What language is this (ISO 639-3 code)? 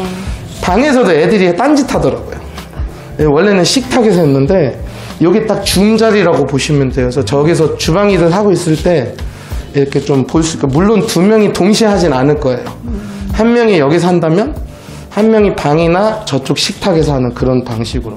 kor